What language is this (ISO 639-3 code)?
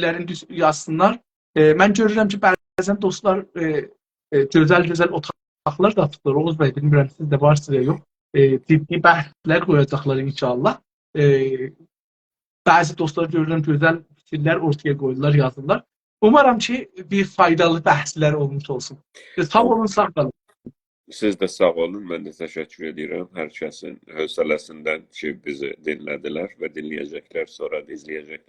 azb